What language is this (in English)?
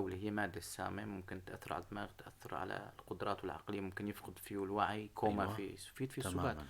North Levantine Arabic